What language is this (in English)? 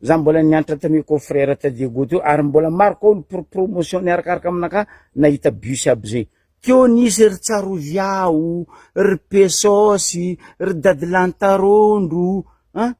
Malagasy